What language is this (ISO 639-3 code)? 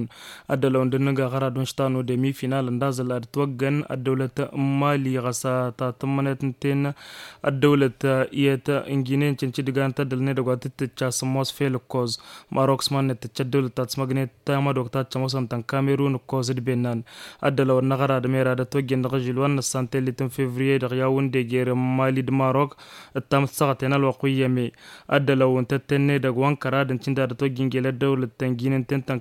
taq